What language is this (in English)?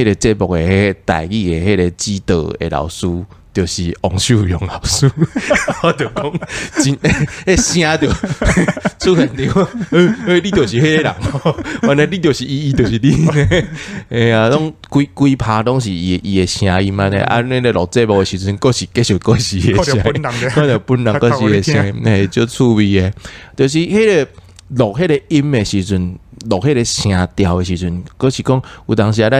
Min Nan Chinese